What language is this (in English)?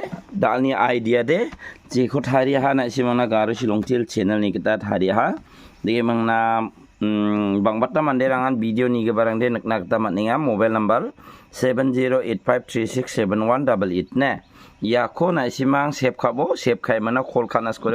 Garo